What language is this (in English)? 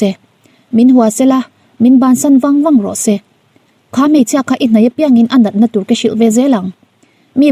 Mizo